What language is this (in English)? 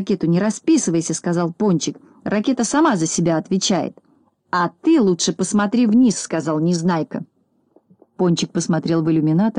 Russian